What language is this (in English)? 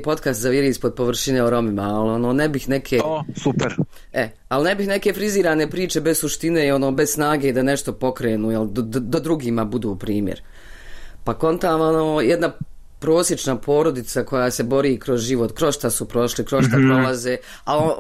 Bosnian